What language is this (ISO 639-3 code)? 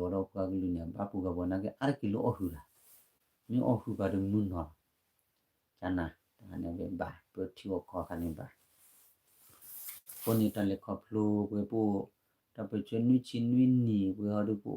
ksw